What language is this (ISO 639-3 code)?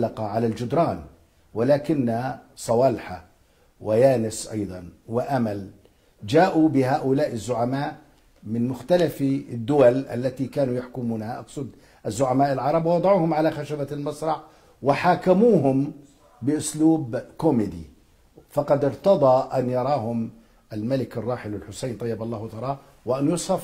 ara